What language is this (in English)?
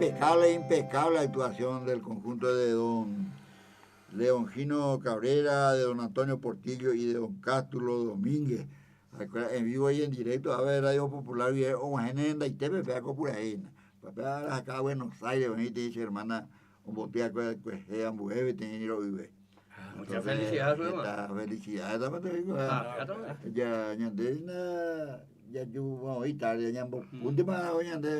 Guarani